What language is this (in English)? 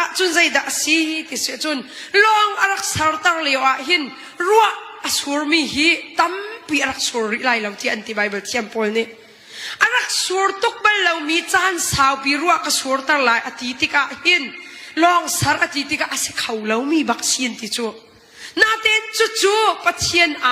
Hakha Chin